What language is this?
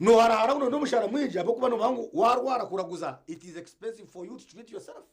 Nyankole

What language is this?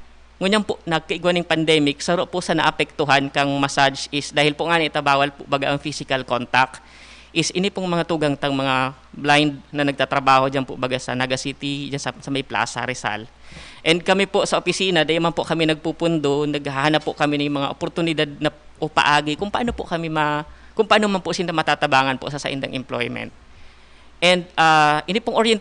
Bikol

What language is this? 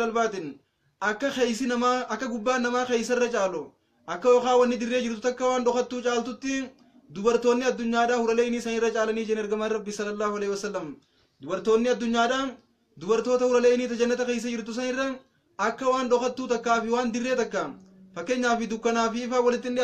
Oromo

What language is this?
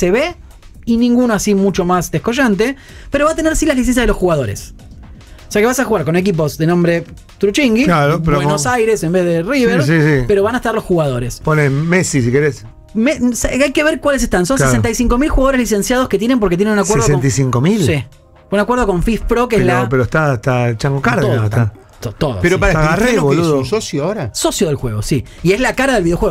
Spanish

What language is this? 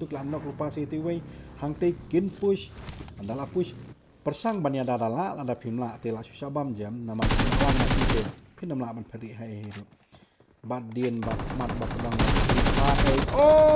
Khasi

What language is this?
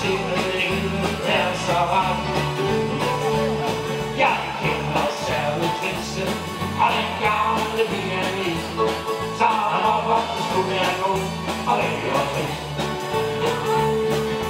Danish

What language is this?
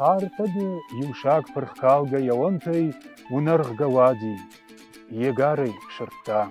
Ossetic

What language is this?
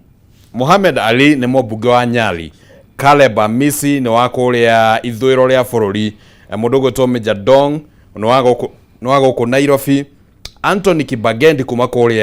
Kikuyu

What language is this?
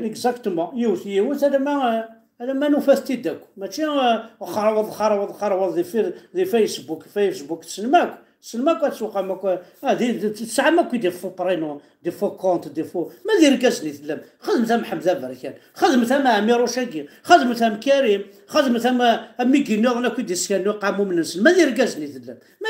Kabyle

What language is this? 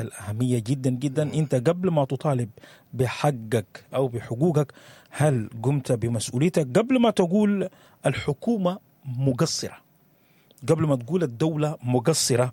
Sudanese Arabic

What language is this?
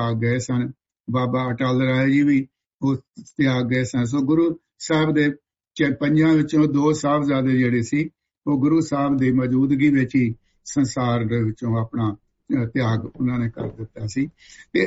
Punjabi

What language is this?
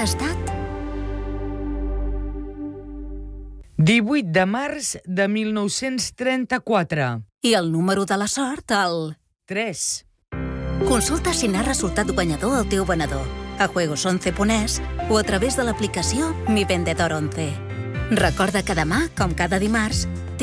Catalan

